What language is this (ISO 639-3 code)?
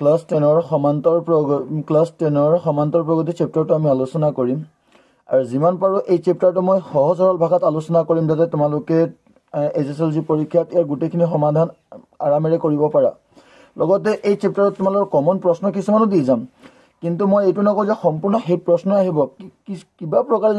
asm